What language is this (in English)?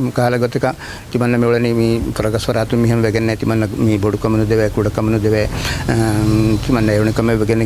Divehi